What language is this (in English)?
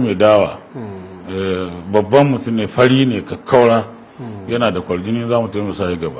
Hausa